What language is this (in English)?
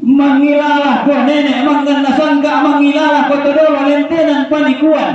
Toraja-Sa'dan